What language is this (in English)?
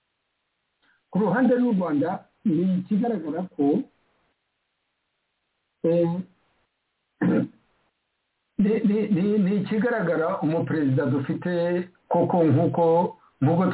Kinyarwanda